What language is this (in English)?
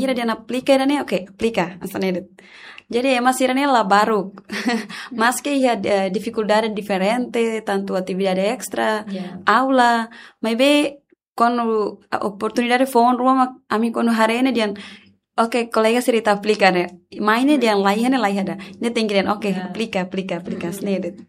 Tetum